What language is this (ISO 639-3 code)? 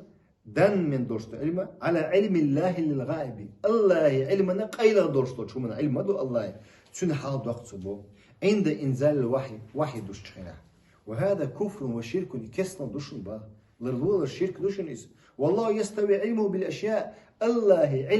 che